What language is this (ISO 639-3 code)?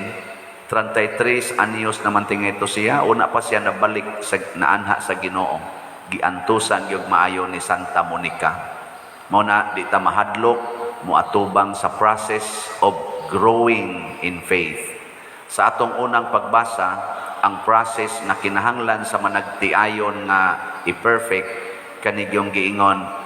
ceb